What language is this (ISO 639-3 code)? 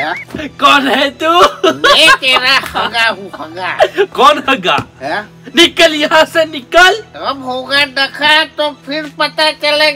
guj